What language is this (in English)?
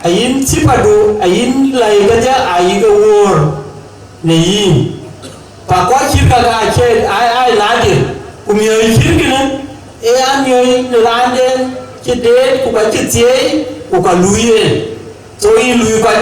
Dinka